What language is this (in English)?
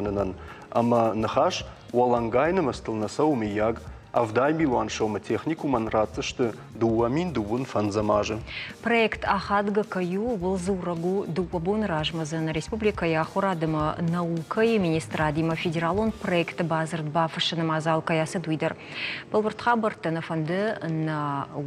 Ossetic